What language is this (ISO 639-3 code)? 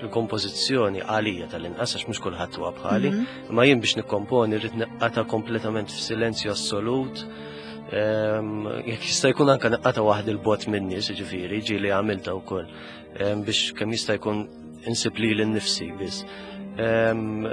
mlt